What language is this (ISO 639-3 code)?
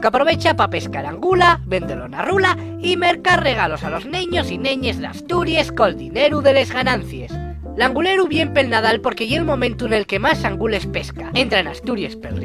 ast